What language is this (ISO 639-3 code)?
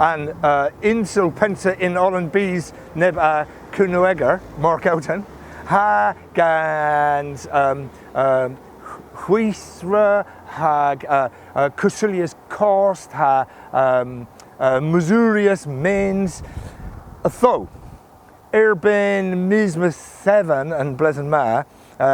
cor